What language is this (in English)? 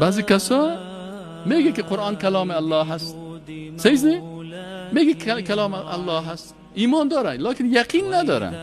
Persian